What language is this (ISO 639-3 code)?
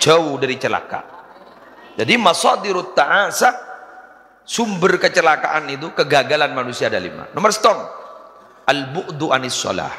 mad